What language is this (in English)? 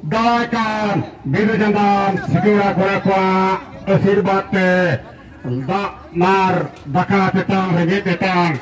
Santali